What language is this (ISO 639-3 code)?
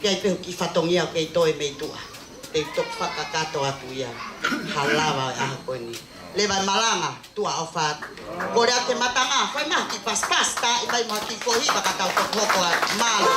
ton